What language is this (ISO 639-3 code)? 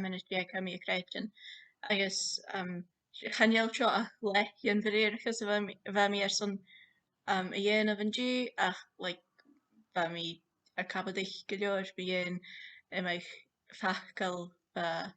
gla